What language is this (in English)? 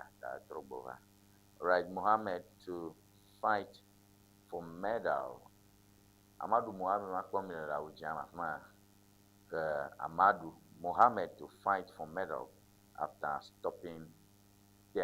Ewe